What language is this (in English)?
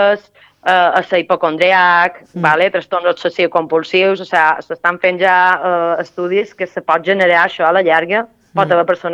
Catalan